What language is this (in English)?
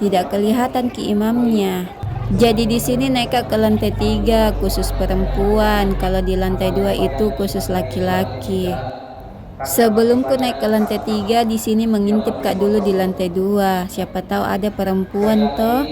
Makassar Malay